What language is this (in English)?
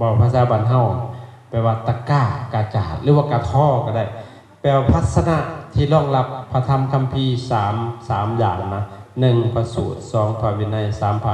Lao